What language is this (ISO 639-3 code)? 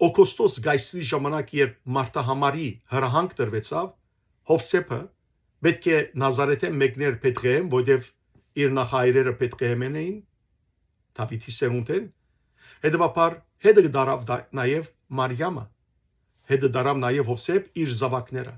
hyw